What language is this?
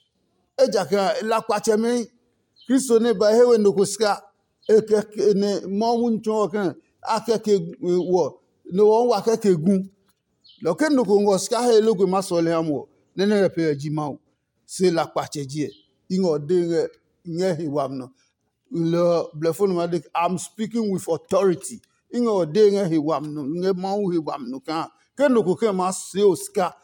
Adangme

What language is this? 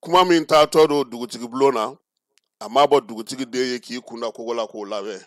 Bambara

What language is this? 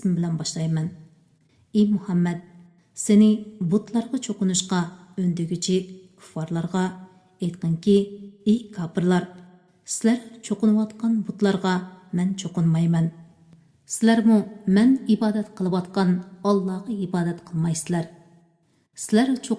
Uyghur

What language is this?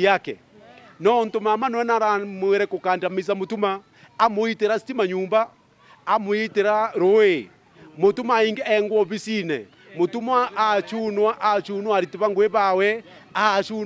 Meru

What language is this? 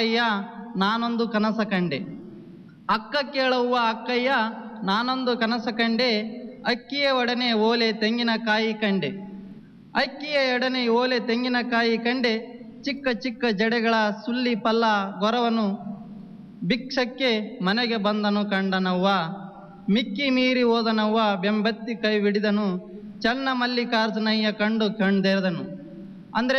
Kannada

